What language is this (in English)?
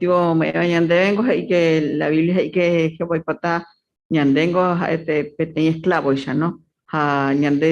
Guarani